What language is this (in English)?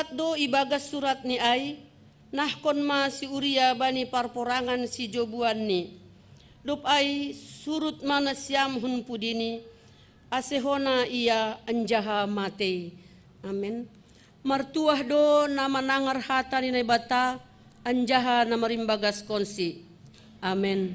Batak Simalungun